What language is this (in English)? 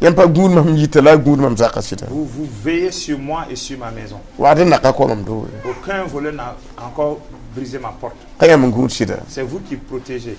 Mossi